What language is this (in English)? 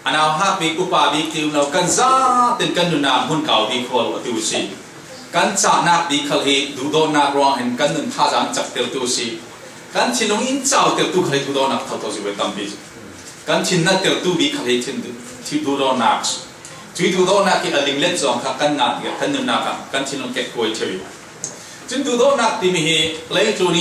Falam Chin